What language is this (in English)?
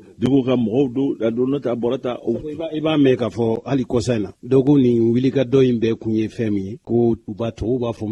Bambara